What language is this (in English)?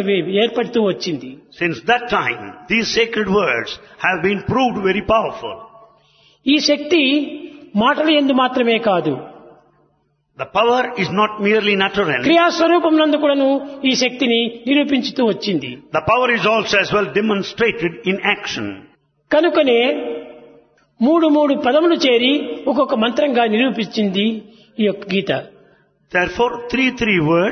Telugu